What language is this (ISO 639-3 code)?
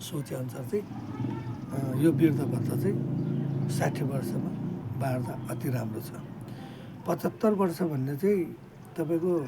nep